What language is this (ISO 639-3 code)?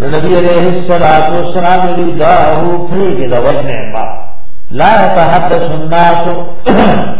urd